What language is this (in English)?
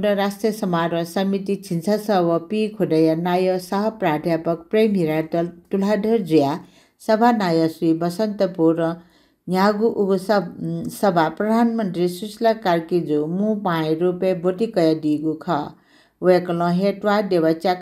Newari